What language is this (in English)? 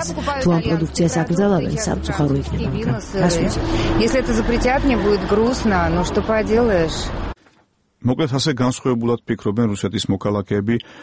Georgian